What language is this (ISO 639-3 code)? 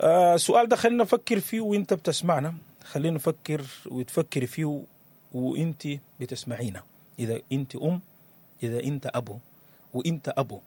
apd